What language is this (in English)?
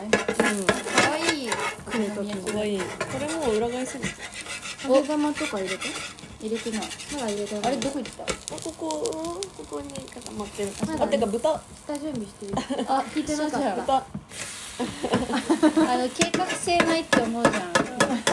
Japanese